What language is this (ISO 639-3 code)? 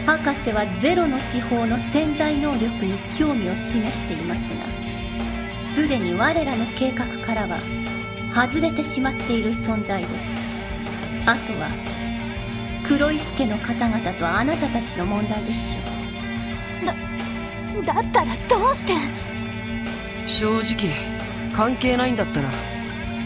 jpn